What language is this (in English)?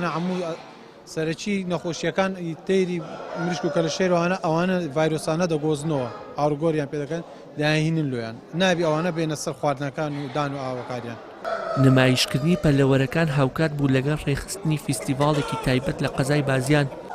Central Kurdish